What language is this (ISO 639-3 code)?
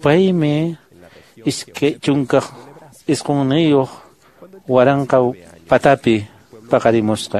que